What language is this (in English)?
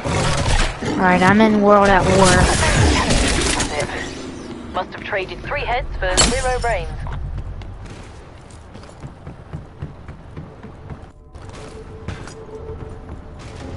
English